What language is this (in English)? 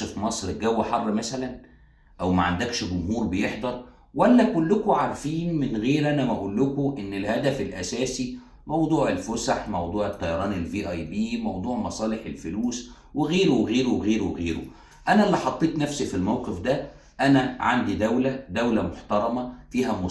Egyptian Arabic